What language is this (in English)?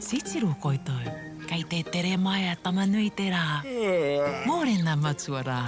Māori